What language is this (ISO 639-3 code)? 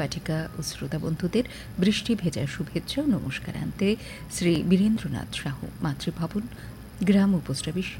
ben